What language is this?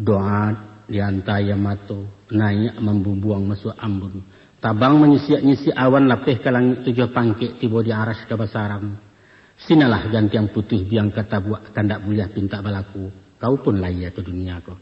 Minangkabau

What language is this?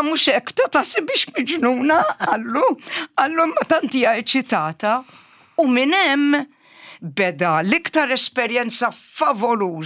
Maltese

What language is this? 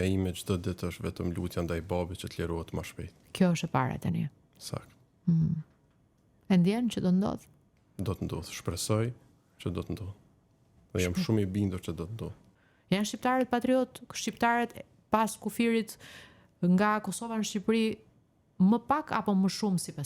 Albanian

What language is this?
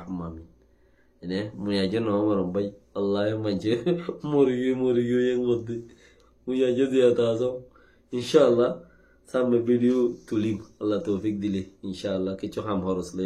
Rohingya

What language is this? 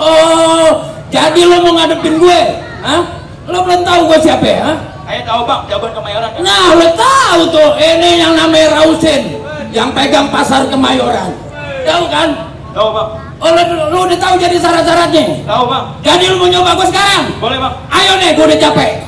Betawi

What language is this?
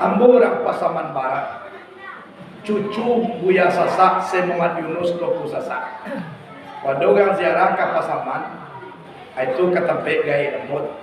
Minangkabau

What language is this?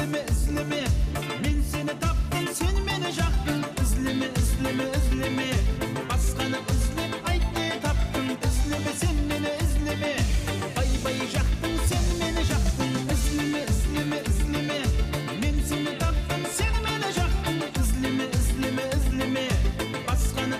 Kara-Kalpak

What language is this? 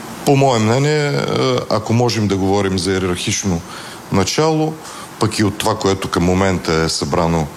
Bulgarian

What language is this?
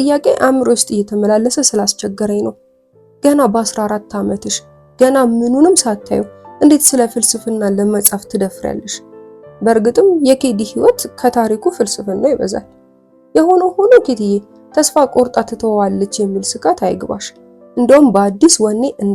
Amharic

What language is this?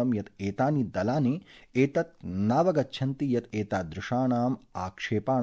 Sanskrit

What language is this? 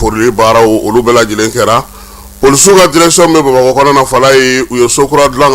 Bambara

